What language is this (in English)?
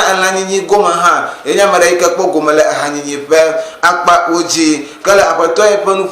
Ewe